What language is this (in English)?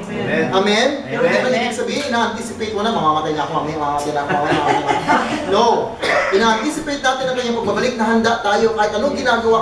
Filipino